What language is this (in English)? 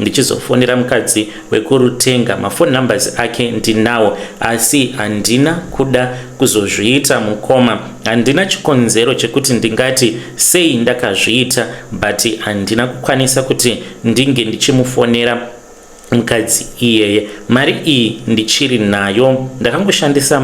Shona